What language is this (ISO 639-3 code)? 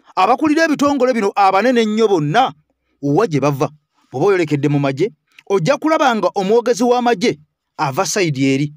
lug